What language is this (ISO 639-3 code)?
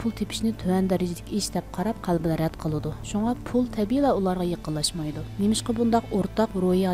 uig